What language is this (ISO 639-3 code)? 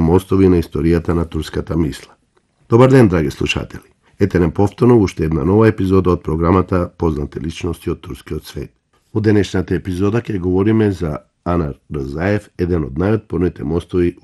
mkd